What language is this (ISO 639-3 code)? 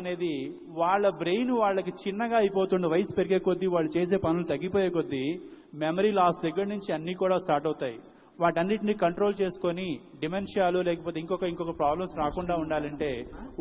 tel